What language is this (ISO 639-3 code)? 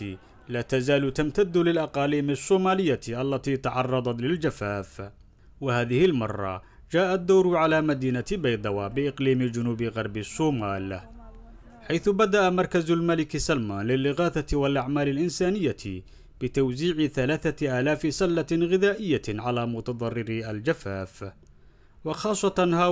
ara